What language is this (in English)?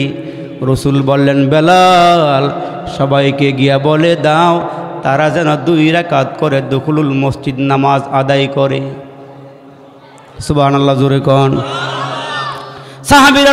Bangla